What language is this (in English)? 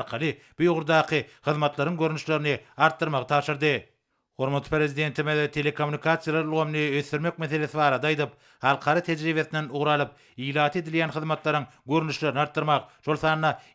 Turkmen